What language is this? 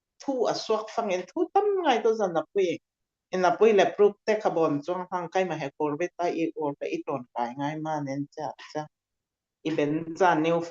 Falam Chin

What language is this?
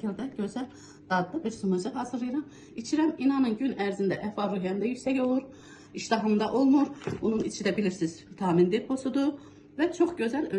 Azerbaijani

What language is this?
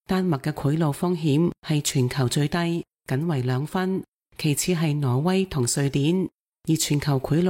Cantonese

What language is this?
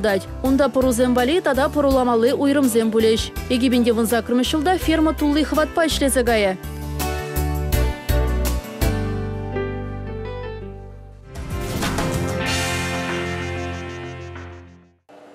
Chuvash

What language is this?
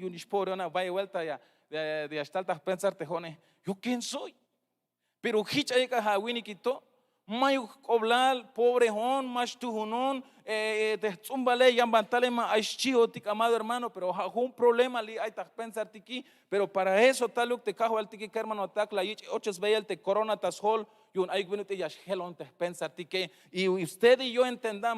Tzeltal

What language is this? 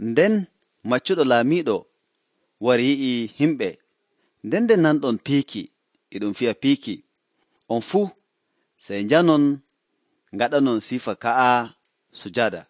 Nigerian Fulfulde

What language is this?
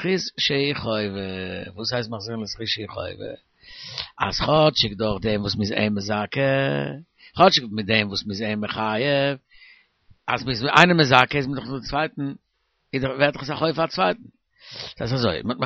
Yiddish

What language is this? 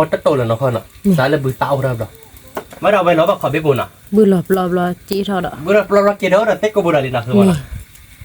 S'gaw Karen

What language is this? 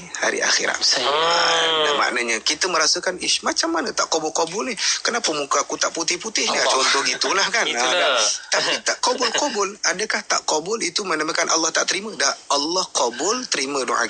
Malay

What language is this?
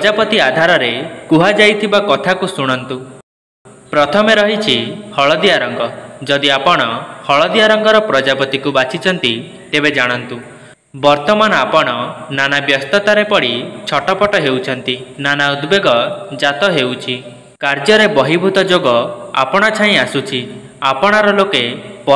Odia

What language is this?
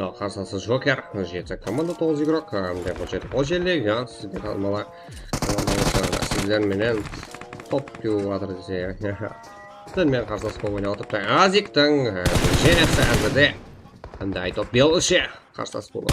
Kara-Kalpak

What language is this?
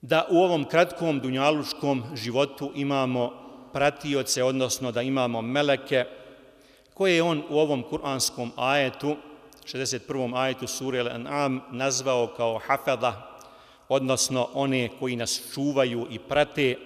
Bosnian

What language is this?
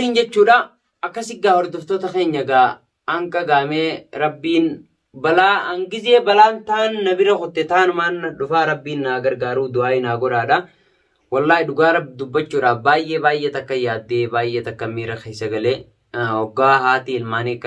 Oromo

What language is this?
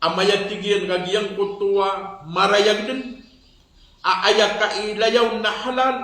Maranao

